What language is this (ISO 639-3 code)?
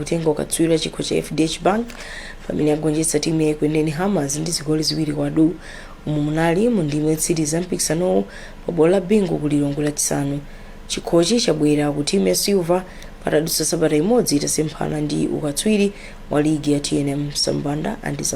nya